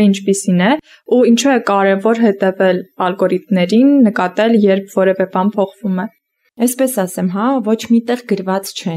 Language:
Armenian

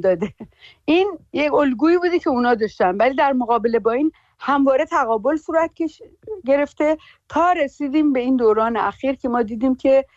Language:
Persian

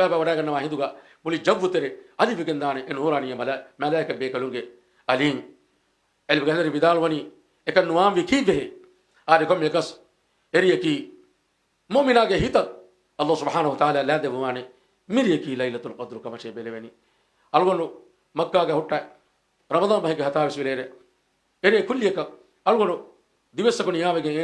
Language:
Divehi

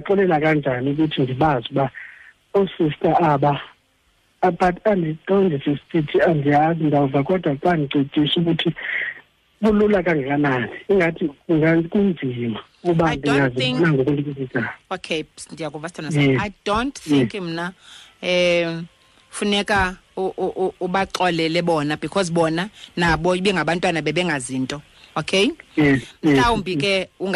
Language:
Xhosa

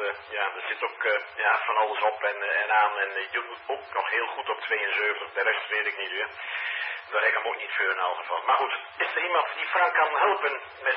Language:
Dutch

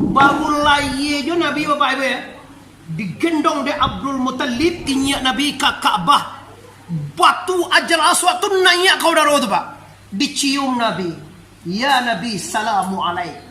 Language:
Minangkabau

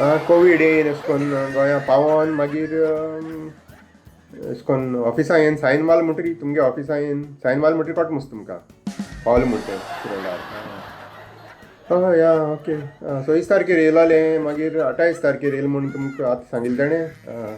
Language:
Konkani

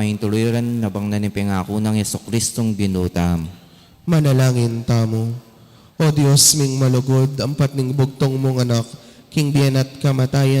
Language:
Pampanga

